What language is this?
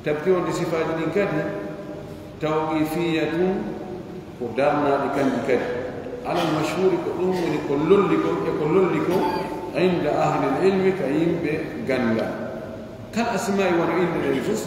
Pular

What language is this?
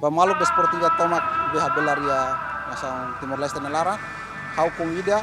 Tetum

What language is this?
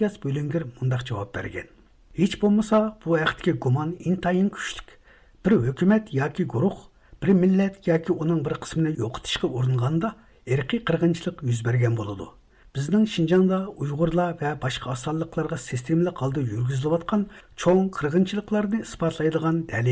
Uyghur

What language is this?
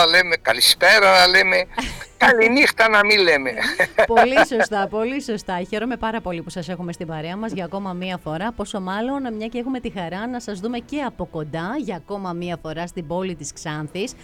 Greek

